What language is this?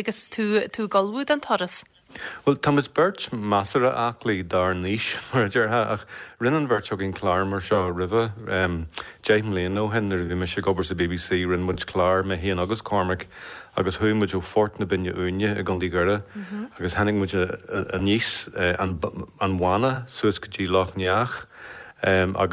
Irish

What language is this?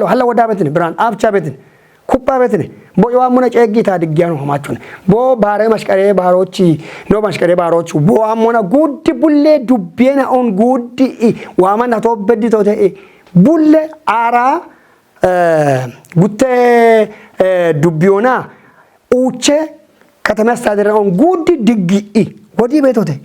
Kafa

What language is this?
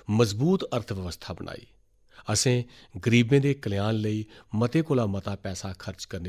Dogri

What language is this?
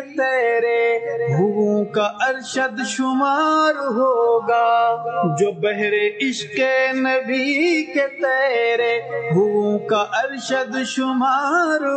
Urdu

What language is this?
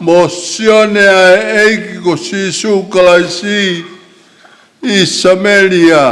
Tongan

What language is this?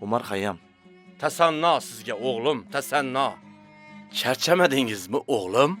Kara-Kalpak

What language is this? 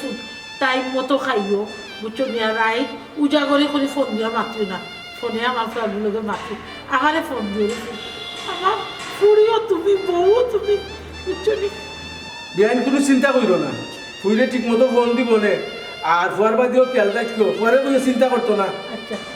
Sylheti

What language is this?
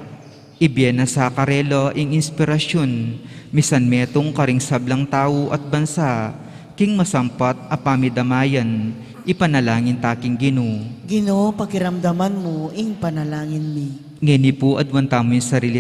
Pampanga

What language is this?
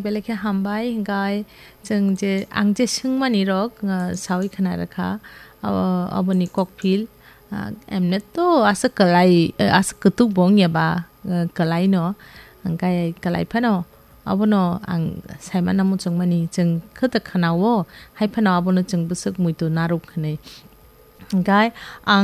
Kok Borok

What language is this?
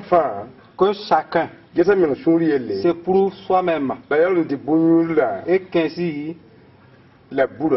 Mossi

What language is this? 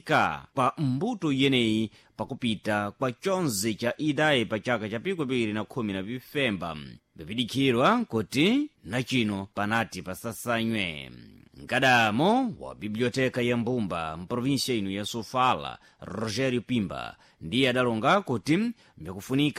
Sena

